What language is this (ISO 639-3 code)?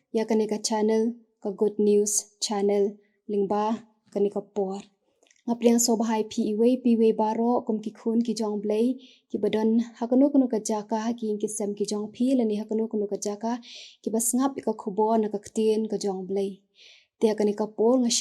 kha